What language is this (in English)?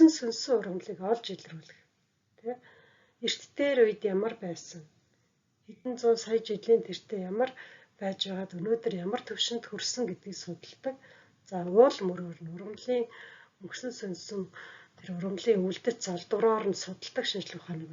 Mongolian